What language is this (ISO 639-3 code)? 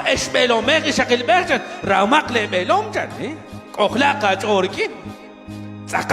kek